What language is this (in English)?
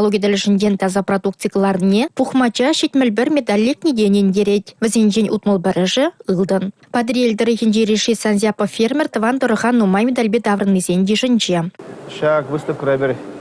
Chuvash